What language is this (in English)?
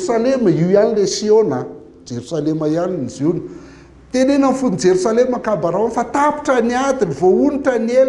Malagasy